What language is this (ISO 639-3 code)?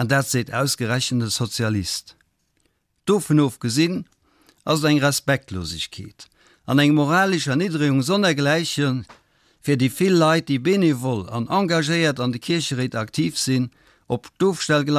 ltz